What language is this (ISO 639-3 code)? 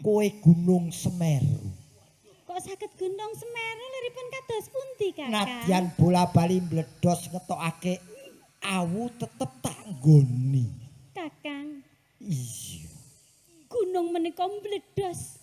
jav